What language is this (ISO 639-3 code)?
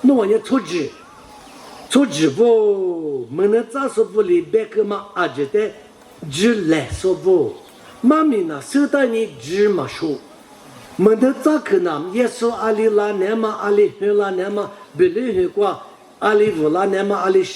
lis